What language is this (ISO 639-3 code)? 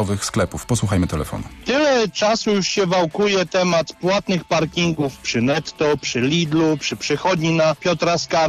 pol